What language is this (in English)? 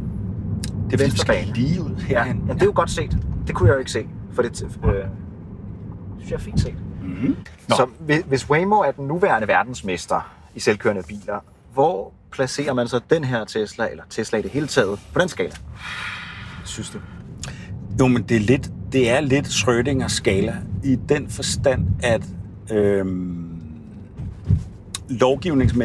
Danish